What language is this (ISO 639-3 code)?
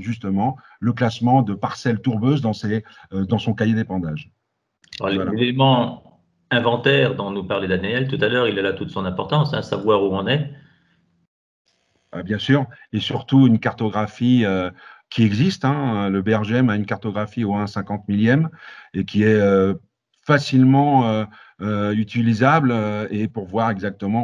fra